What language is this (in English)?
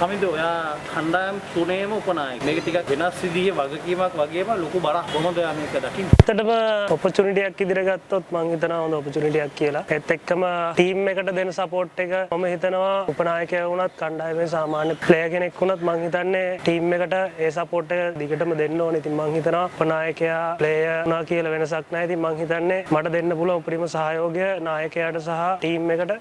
Sinhala